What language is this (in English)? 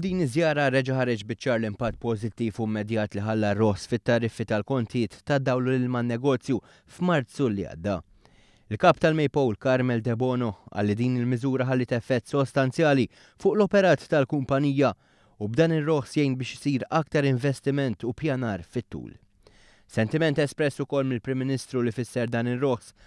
Maltese